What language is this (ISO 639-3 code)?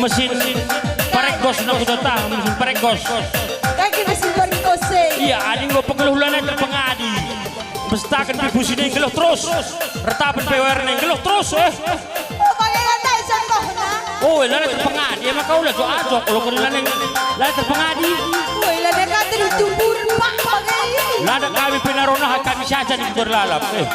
btx